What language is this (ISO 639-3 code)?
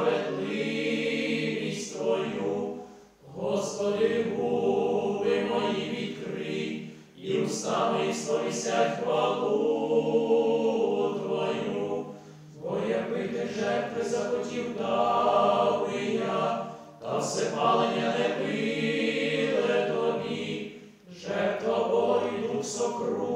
ukr